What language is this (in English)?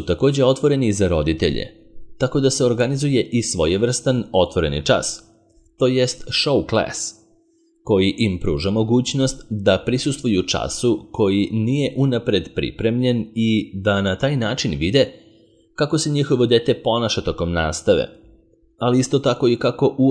Serbian